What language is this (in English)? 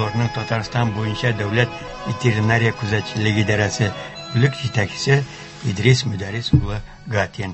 Tatar